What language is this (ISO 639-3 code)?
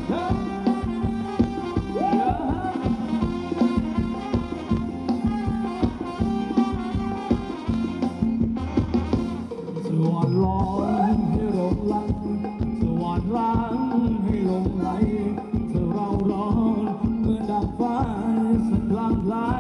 tha